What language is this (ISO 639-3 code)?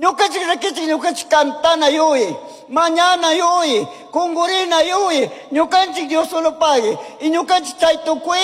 qug